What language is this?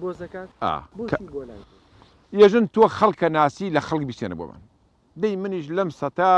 Central Kurdish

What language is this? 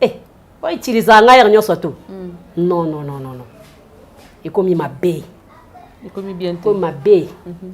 Lingala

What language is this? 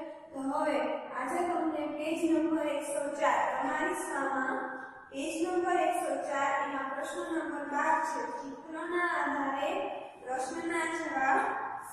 Gujarati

